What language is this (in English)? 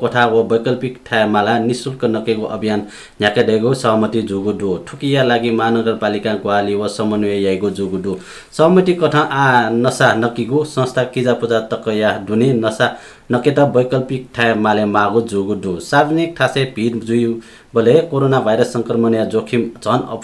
Newari